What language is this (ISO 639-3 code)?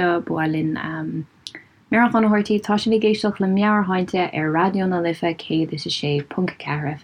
gle